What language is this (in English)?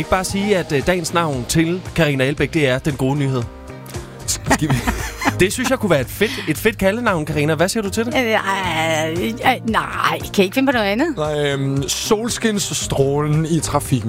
Danish